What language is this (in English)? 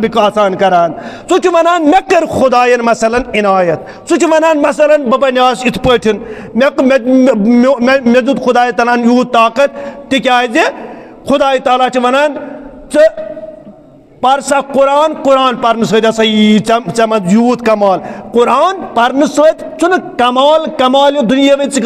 Kashmiri